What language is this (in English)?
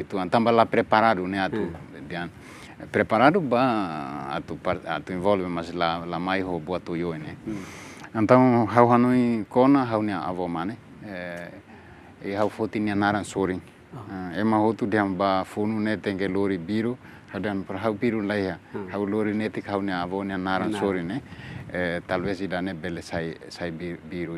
Tetum